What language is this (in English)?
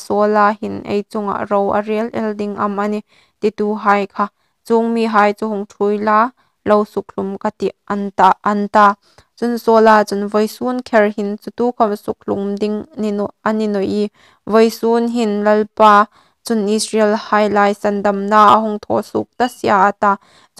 Hmar